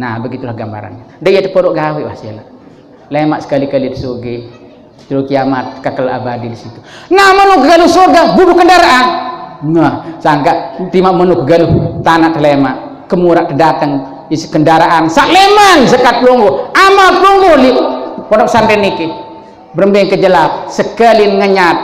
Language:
Sasak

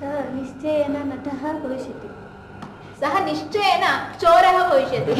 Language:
Sanskrit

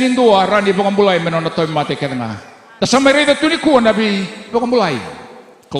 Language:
Fijian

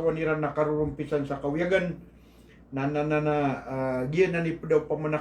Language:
Maranao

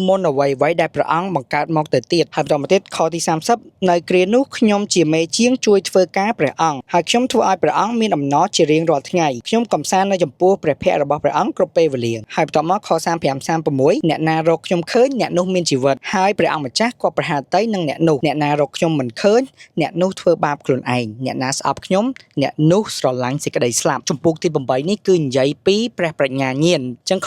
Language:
Khmer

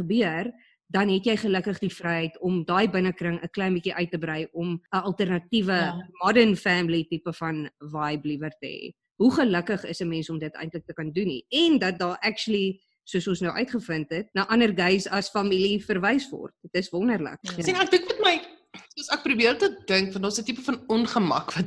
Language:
Afrikaans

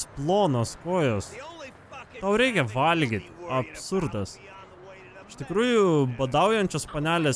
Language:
Lithuanian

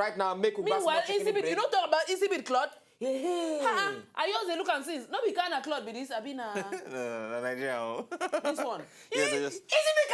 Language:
Nigerian Pidgin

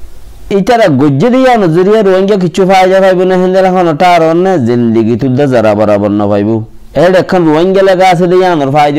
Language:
Rohingya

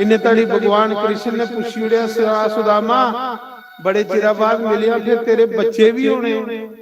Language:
Dogri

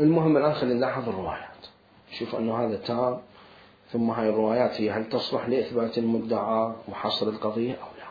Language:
Mesopotamian Arabic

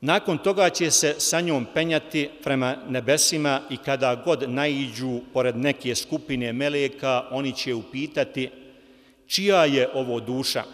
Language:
Bosnian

